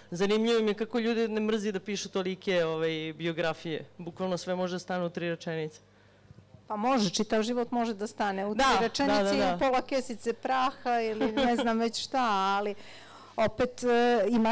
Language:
Serbian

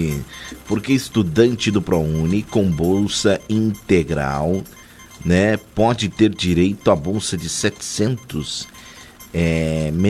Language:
Portuguese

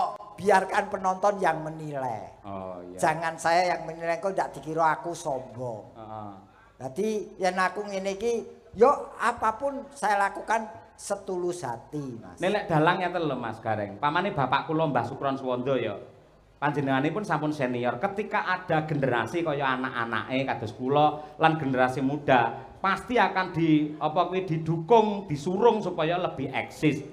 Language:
Javanese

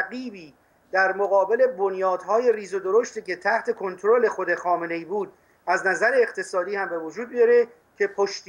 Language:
Persian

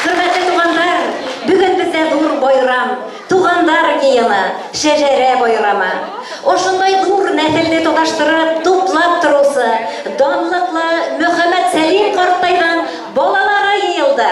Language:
Bashkir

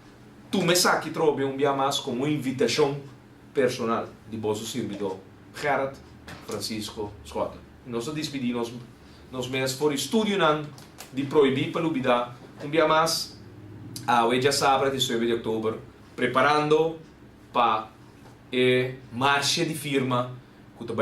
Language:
Papiamento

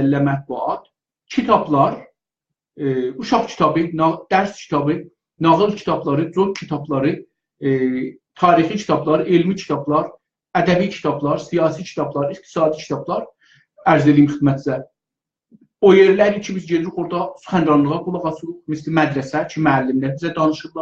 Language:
South Azerbaijani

